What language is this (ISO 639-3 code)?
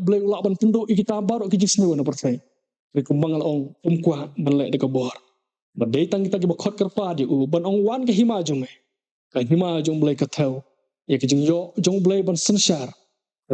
kha